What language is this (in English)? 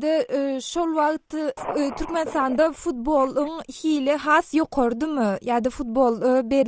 Turkmen